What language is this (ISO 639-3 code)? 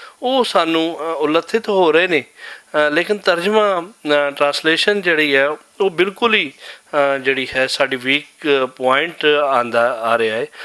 lah